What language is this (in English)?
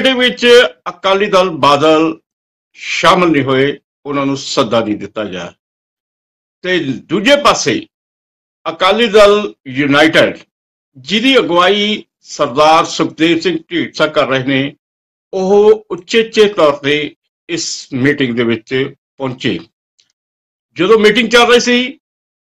Punjabi